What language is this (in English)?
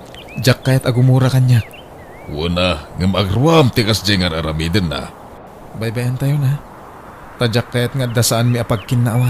Iloko